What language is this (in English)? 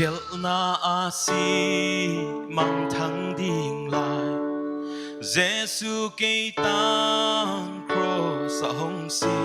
Paite Chin